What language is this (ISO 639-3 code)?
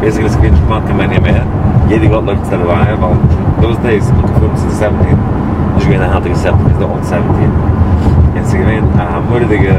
yid